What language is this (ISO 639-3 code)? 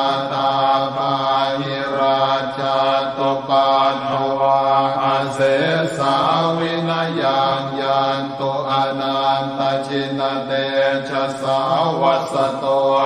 pli